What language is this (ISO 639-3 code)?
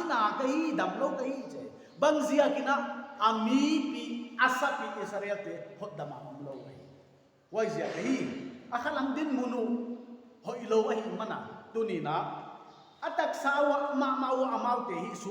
pck